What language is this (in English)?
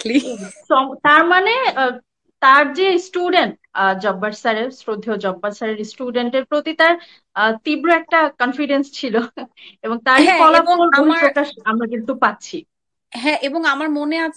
Bangla